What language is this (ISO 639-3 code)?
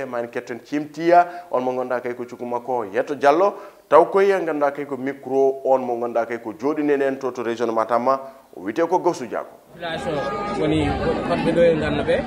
ful